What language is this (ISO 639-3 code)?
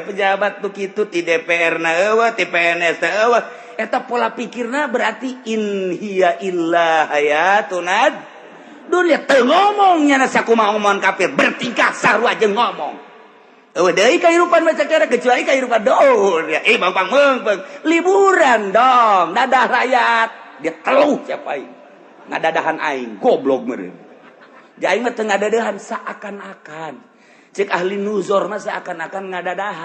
sun